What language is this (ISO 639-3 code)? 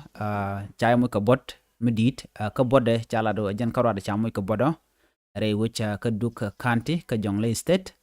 nus